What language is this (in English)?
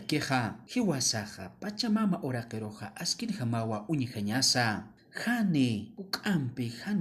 Aymara